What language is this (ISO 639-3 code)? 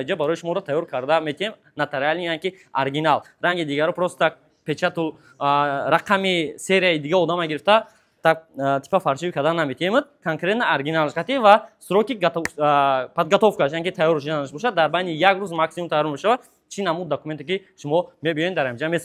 tgk